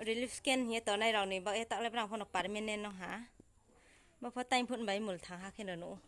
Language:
Riang (India)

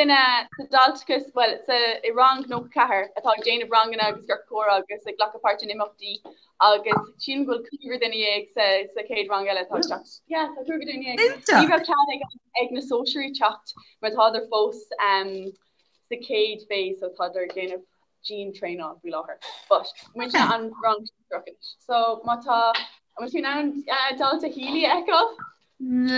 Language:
Irish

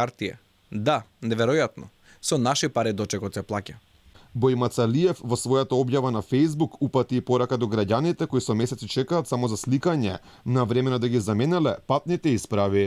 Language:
Macedonian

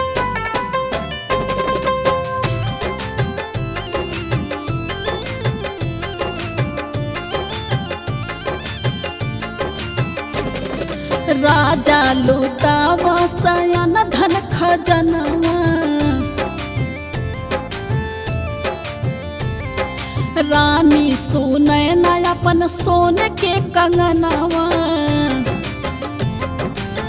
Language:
Bhojpuri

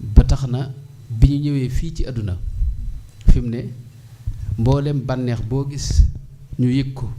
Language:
Wolof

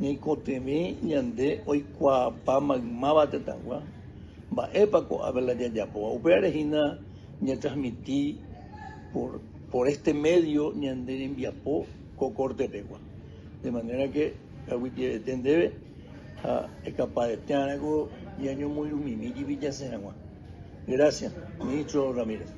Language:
Guarani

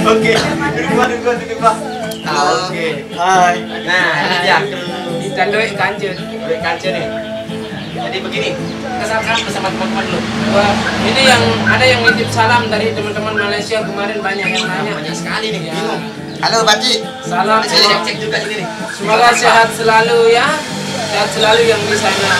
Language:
Sasak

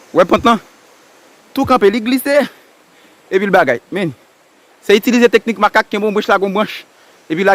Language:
Haitian Creole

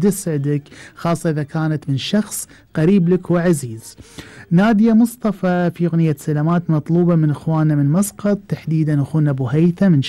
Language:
Gulf Arabic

